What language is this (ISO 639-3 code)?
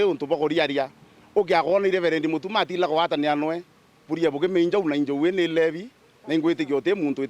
mer